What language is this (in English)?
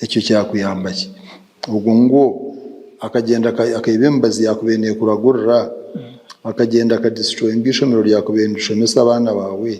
Nyankole